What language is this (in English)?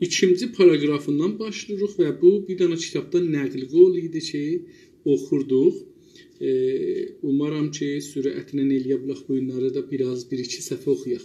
South Azerbaijani